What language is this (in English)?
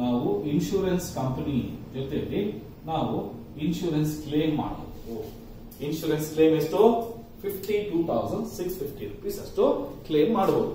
Kannada